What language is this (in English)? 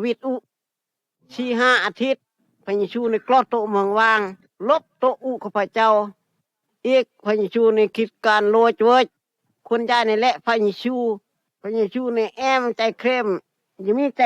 Phai